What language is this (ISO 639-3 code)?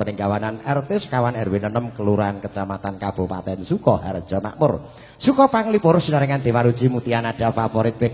jav